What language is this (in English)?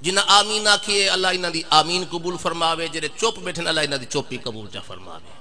Saraiki